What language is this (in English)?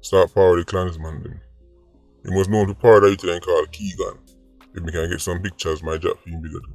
Jamaican Creole English